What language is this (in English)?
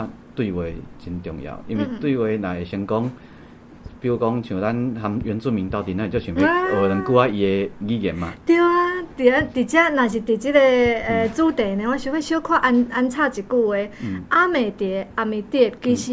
Min Nan Chinese